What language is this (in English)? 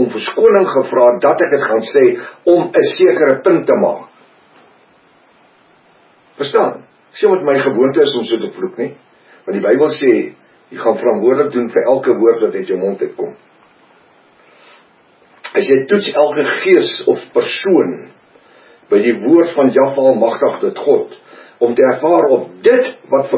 Afrikaans